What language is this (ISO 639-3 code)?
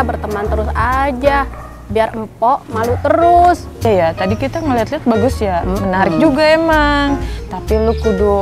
bew